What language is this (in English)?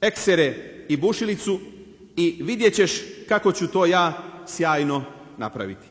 Bosnian